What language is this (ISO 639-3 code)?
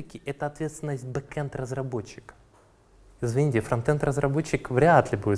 rus